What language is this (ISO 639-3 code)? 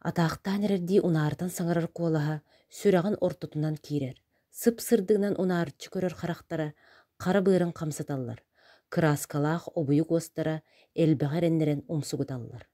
sah